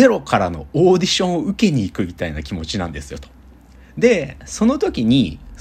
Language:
Japanese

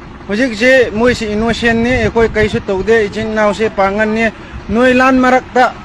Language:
Manipuri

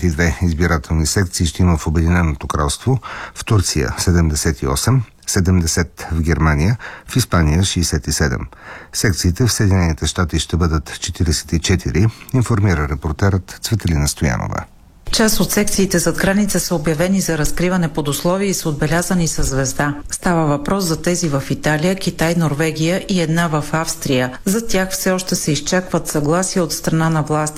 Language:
Bulgarian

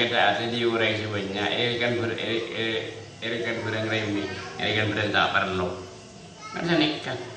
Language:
Madurese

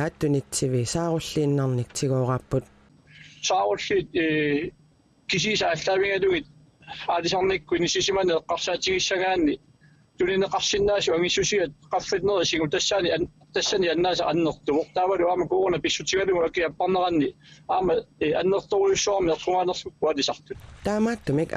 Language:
Kalaallisut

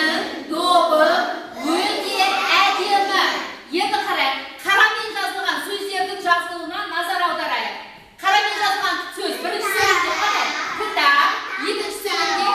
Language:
Kazakh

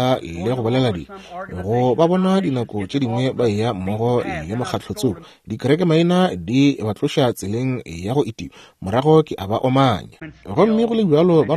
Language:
Northern Sotho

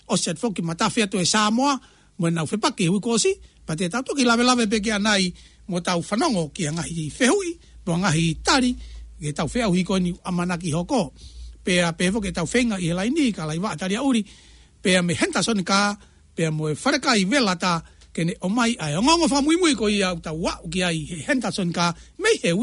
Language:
Tongan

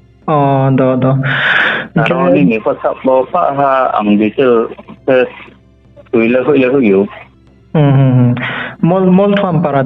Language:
Riang (India)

